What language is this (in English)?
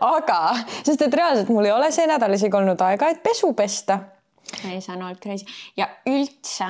Estonian